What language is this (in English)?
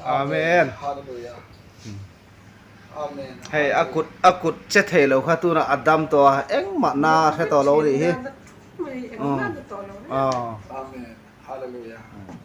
Hmar